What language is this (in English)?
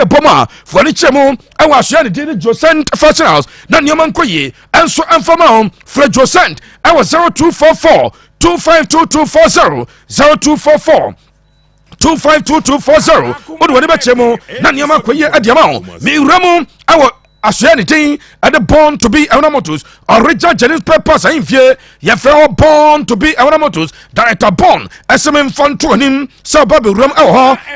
Akan